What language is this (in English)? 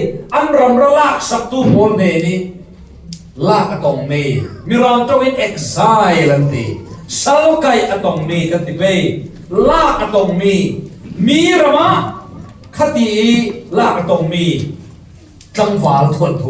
Falam Chin